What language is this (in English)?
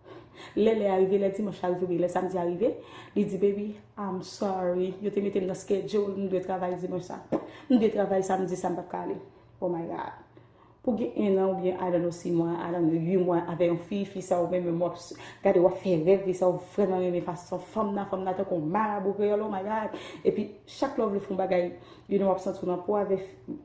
Haitian Creole